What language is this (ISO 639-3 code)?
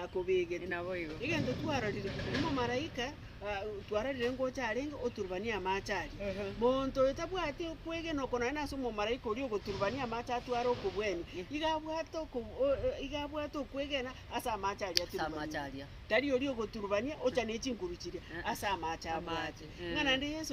guz